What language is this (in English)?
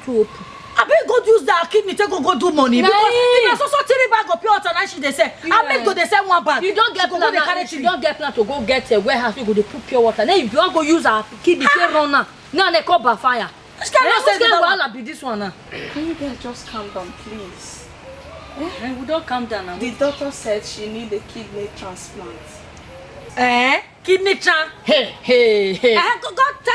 Nigerian Pidgin